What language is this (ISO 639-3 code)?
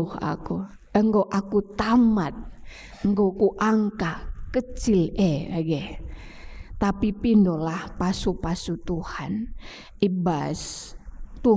btx